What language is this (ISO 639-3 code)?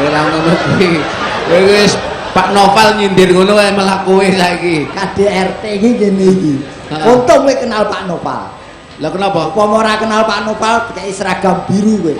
jav